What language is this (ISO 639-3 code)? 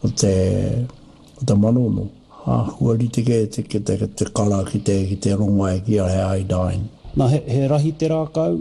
mri